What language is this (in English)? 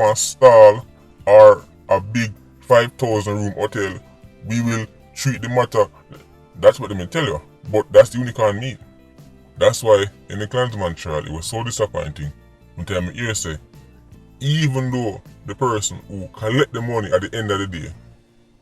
Jamaican Creole English